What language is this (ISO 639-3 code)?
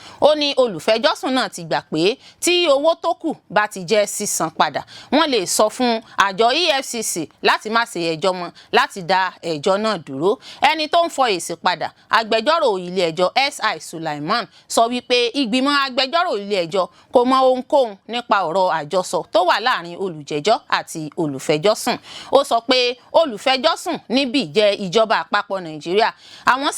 yor